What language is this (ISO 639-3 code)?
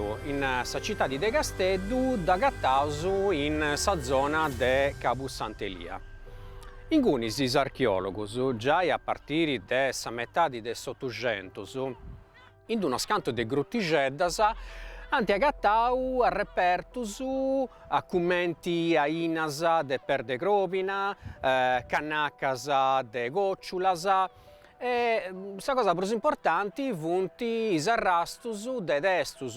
srd